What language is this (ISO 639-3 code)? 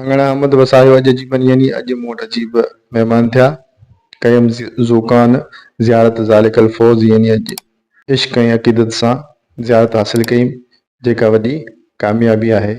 snd